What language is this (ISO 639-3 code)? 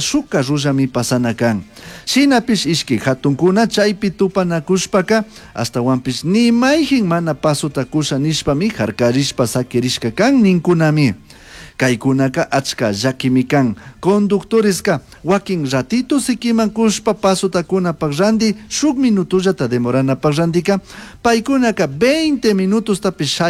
qug